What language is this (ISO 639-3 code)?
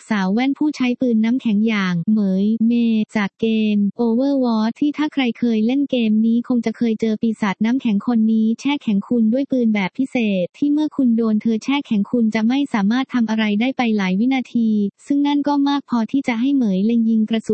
tha